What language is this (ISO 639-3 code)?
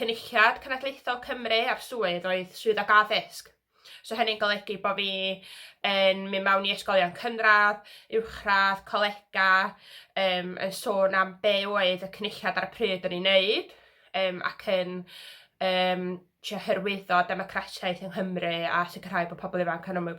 cym